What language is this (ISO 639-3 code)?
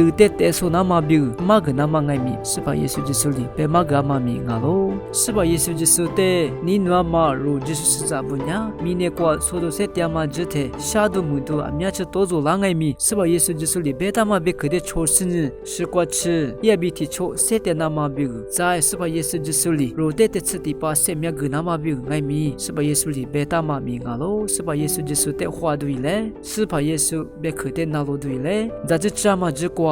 lis